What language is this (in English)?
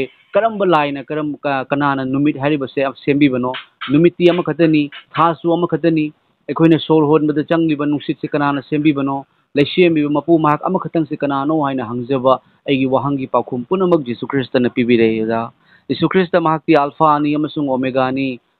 Manipuri